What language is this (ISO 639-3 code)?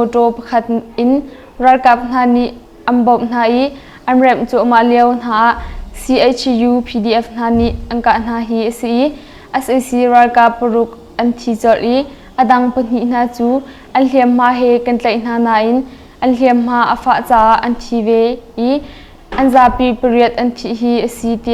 cnh